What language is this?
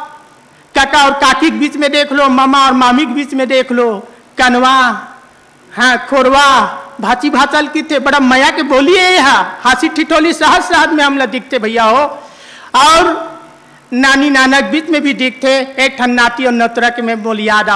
Chhattisgarhi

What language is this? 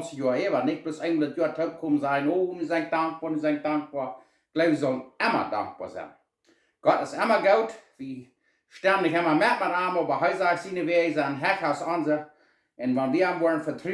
Plautdietsch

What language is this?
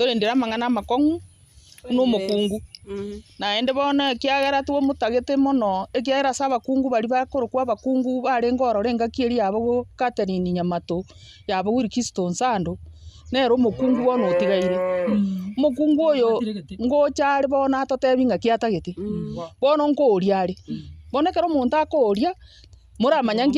Gusii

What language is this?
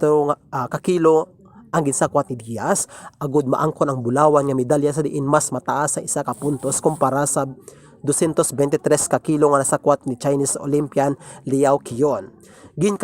Hiligaynon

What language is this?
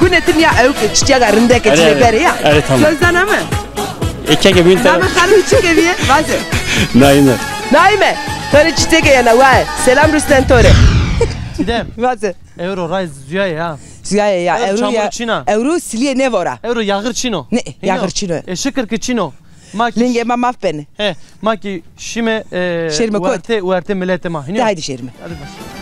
Zaza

